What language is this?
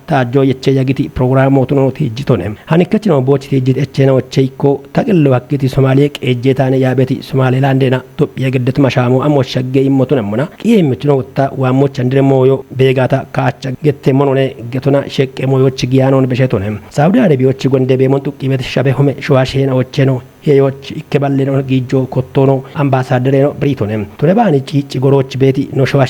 Kafa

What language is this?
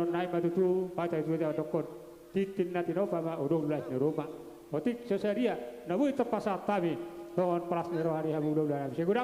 Batak Toba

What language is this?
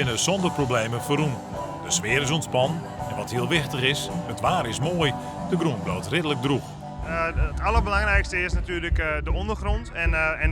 Western Frisian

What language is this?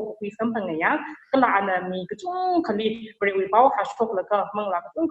Tangkhul Naga (India)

